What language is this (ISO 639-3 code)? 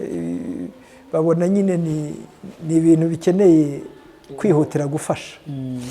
kin